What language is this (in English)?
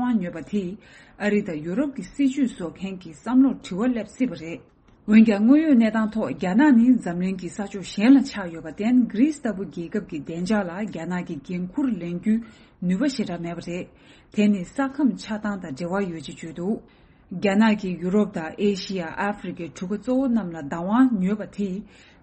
Tibetan